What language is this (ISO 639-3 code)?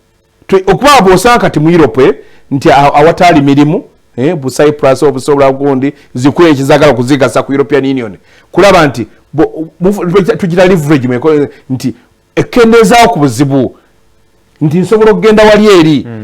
lug